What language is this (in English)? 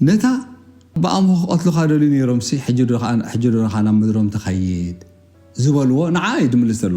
Tigrinya